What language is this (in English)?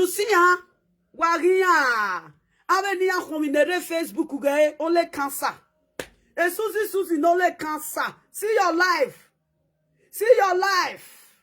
Nigerian Pidgin